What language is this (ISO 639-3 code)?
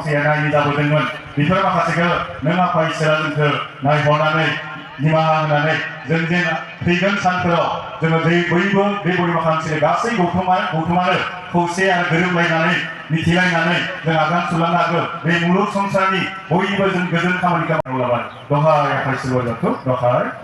brx